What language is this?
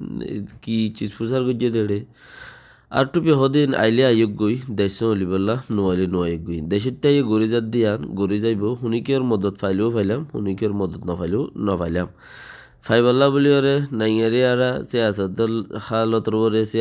Rohingya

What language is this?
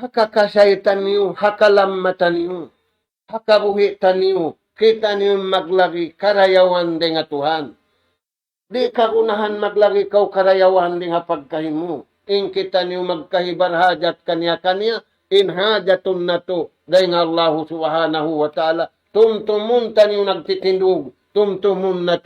Tausug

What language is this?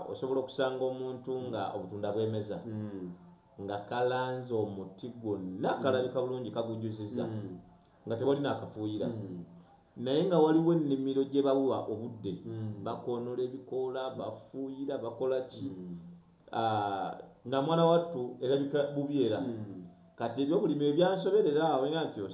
Ganda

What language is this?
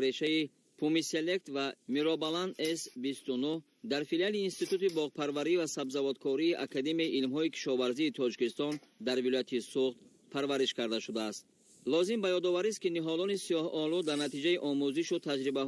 Tajik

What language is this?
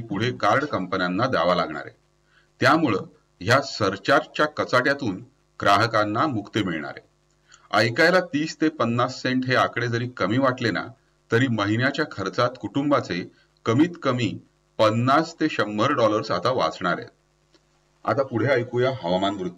Marathi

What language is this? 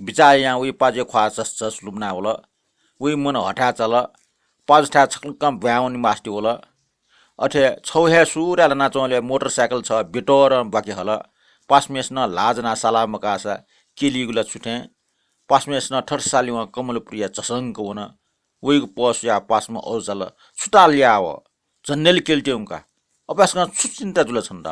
Newari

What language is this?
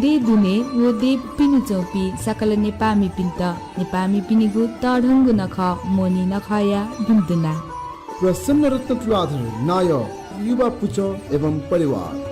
Newari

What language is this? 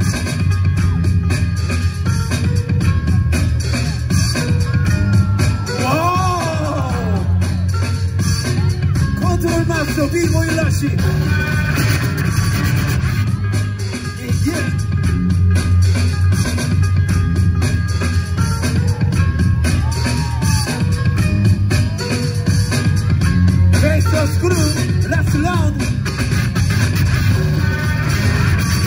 Korean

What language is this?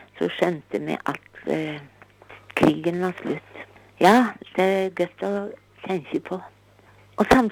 Norwegian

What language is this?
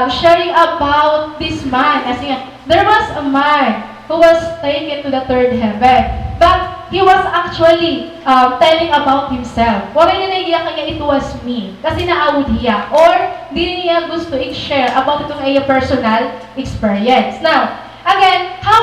Waray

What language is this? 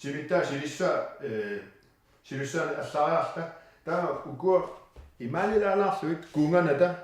Kalaallisut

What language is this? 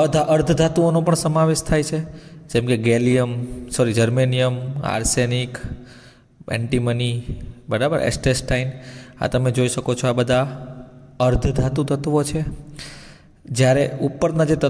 Gujarati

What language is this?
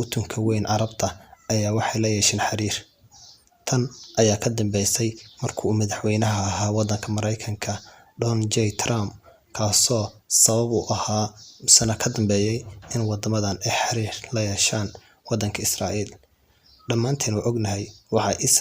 Somali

